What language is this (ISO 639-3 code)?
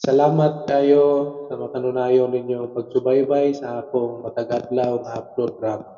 ceb